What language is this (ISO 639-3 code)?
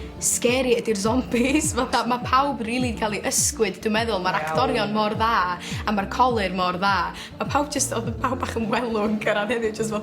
cym